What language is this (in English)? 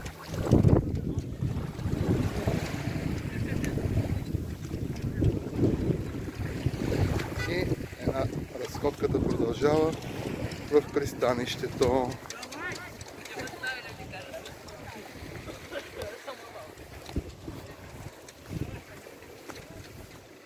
Bulgarian